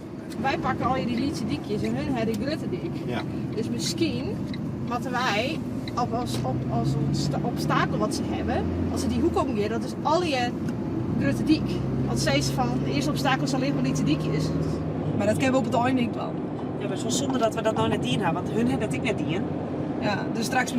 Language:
Western Frisian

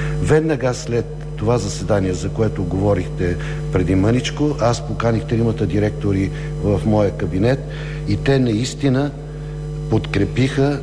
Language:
Bulgarian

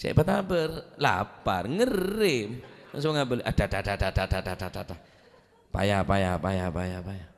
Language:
Madurese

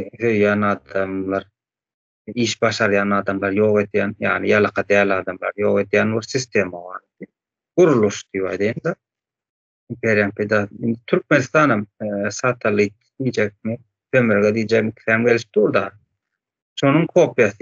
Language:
Turkmen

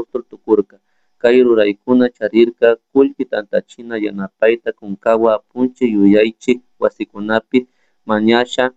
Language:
Chimborazo Highland Quichua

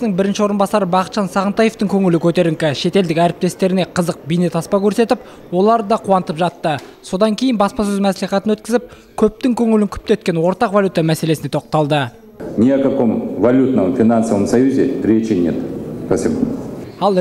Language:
Kazakh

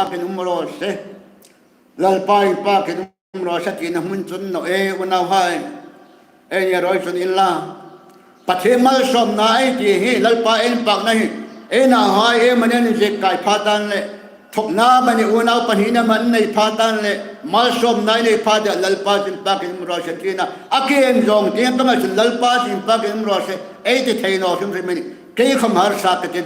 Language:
Hmar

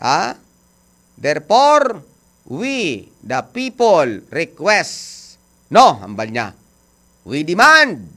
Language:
Hiligaynon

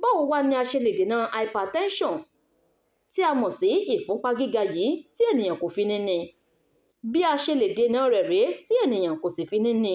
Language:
Yoruba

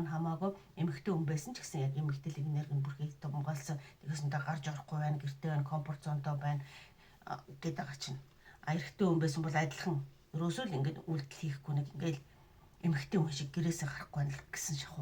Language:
Mongolian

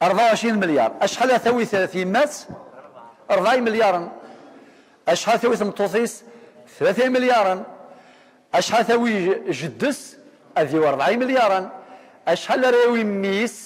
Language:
Kabyle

